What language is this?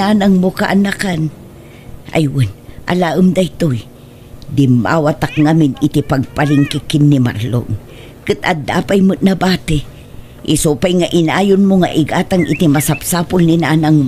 Iloko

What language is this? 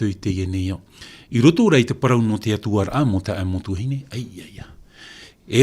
Tahitian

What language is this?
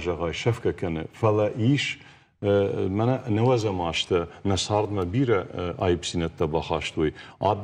Ossetic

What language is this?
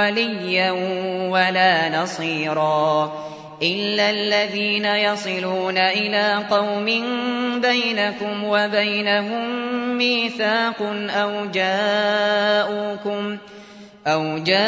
Arabic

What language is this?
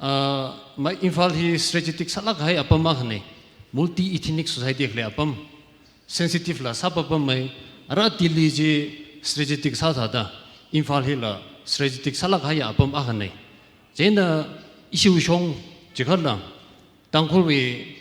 Tangkhul Naga (India)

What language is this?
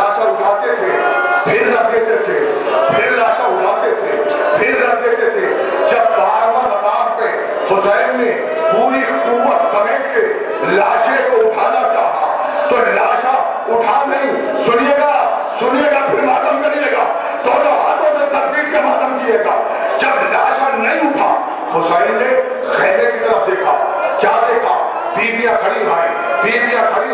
Urdu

